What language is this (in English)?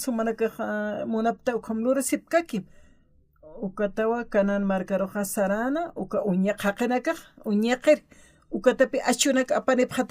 Aymara